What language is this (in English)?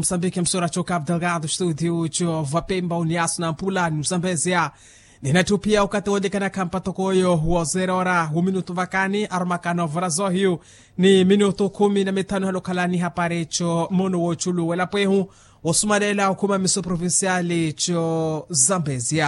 Makhuwa